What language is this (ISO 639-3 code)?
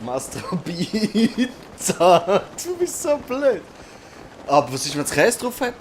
gsw